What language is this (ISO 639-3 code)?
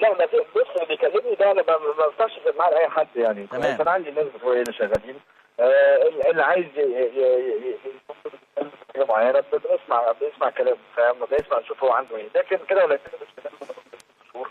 arz